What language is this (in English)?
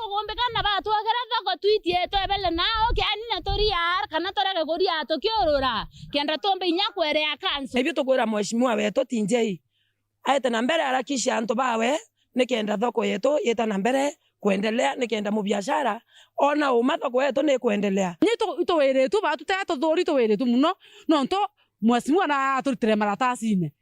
Meru